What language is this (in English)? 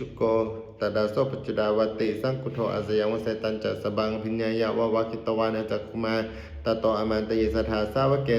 Pali